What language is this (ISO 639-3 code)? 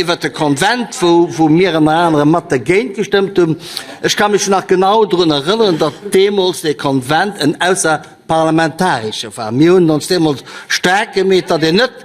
ltz